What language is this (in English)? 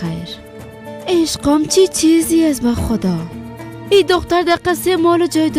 Persian